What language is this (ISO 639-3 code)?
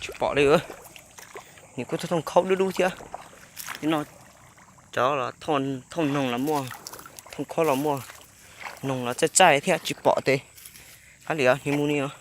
hmn